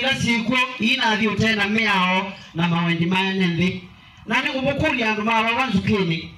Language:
Kamba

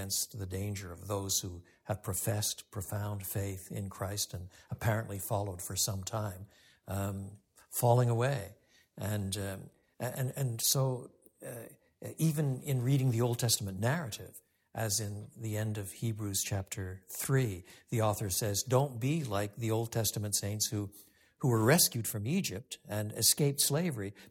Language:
English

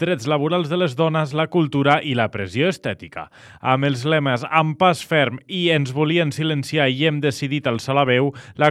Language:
Catalan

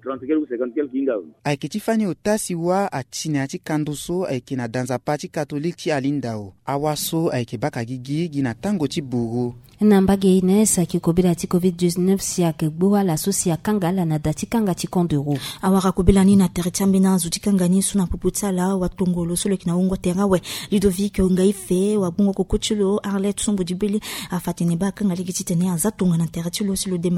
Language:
Sango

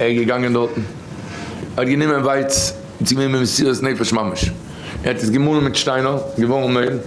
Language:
Yiddish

